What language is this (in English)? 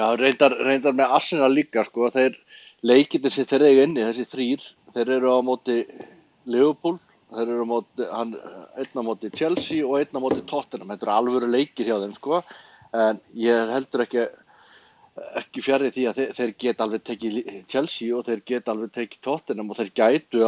Icelandic